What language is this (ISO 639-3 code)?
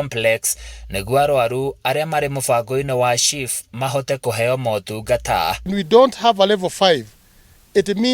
kik